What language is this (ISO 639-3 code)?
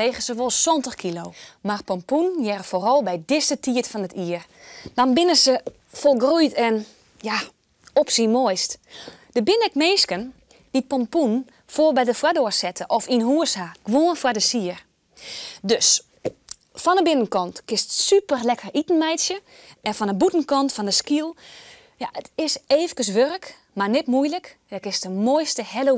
fry